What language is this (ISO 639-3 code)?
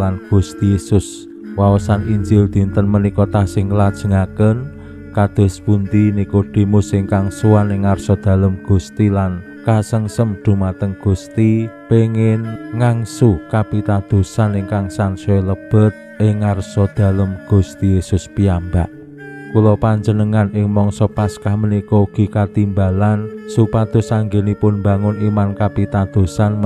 jav